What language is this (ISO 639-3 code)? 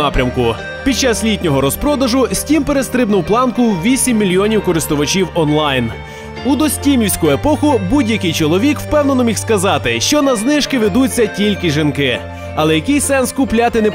ukr